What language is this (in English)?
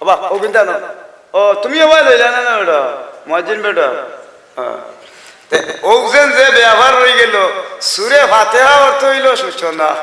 Sylheti